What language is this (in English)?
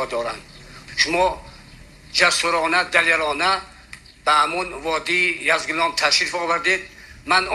Tajik